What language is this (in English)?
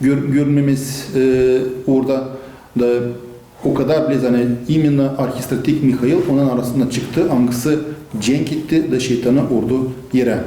Gagauz